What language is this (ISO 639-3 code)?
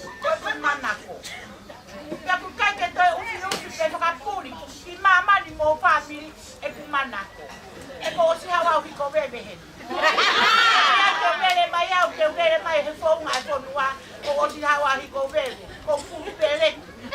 ton